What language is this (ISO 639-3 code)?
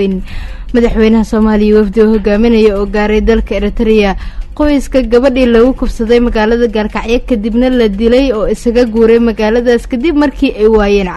som